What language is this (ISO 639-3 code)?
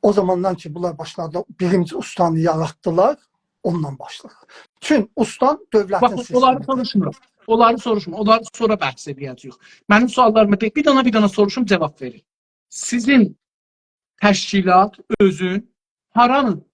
azb